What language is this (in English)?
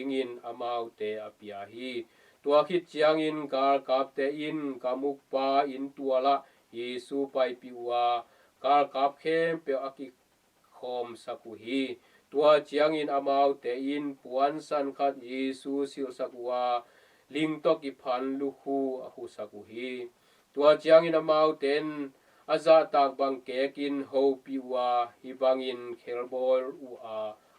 Tedim Chin